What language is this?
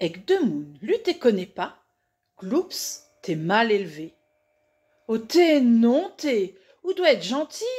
Réunion Creole French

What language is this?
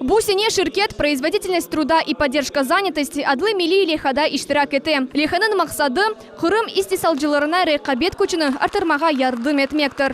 Crimean Tatar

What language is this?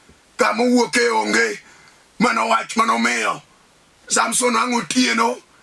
Luo (Kenya and Tanzania)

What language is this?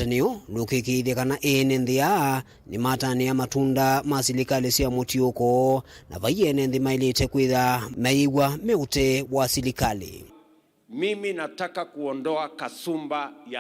Kamba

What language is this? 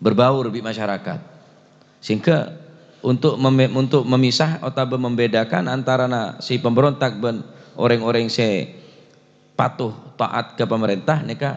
Madurese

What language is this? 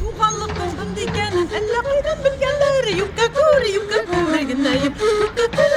Bashkir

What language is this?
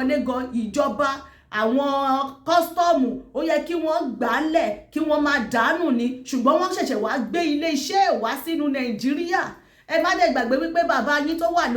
Yoruba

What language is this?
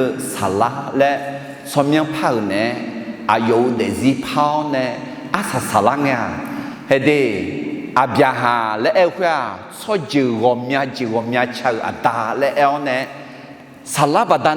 Akha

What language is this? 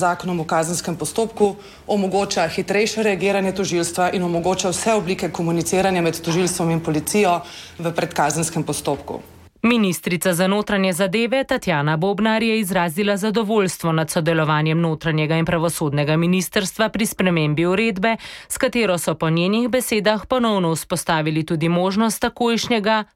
Slovenian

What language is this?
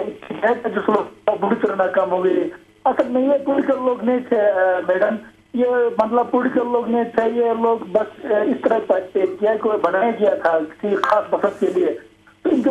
Urdu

